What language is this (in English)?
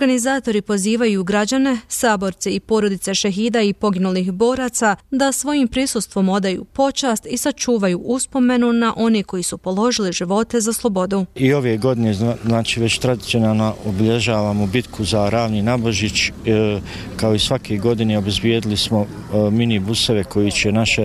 Bosnian